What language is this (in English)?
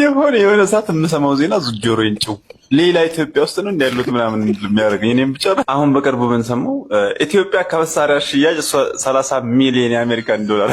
Amharic